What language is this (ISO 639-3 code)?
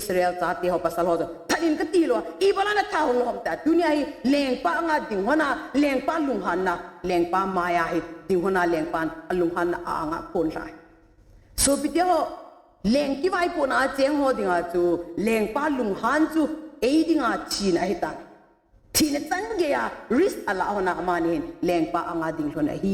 tcz